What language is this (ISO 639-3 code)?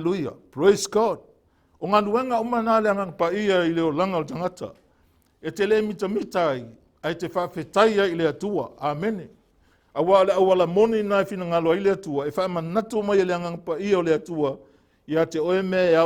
smo